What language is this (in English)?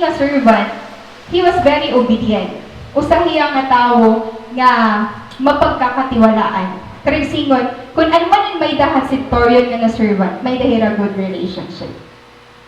Waray